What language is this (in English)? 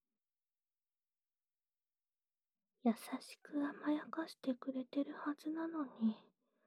Japanese